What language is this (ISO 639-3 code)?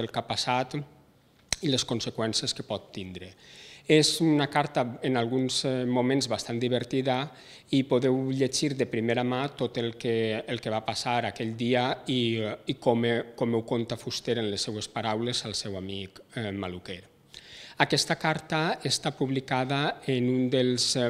cat